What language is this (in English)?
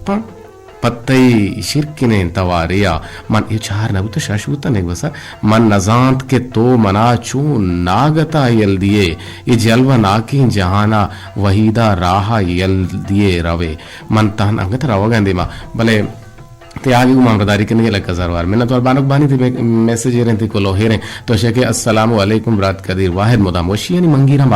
Eastern Balochi